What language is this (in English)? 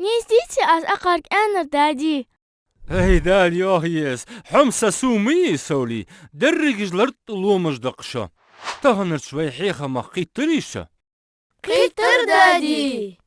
Ingush